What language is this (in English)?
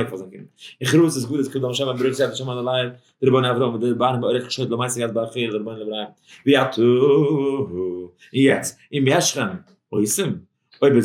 Yiddish